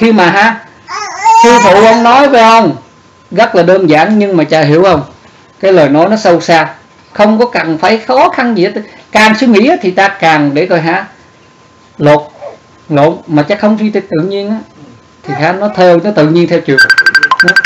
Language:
Vietnamese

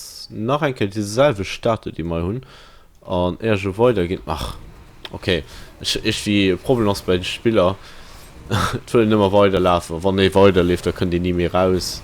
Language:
Luxembourgish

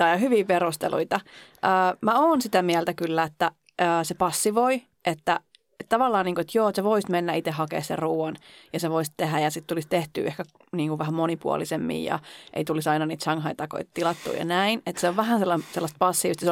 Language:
Finnish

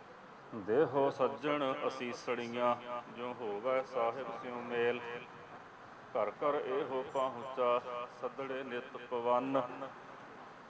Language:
Punjabi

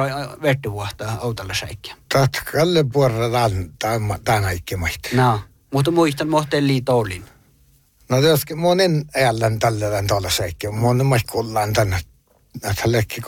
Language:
Northern Sami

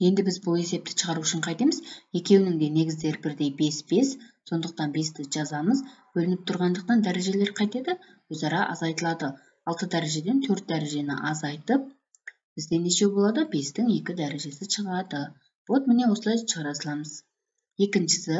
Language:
Kyrgyz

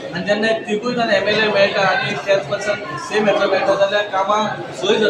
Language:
Konkani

